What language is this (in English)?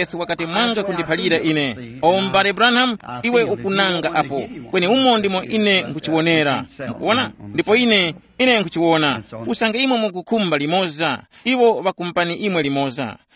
Tumbuka